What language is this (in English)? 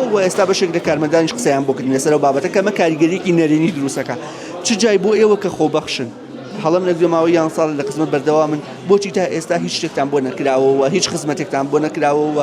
Central Kurdish